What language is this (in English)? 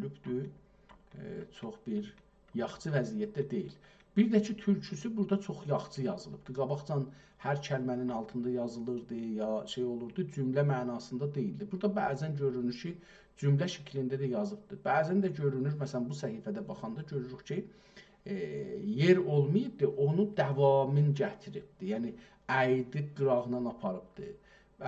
South Azerbaijani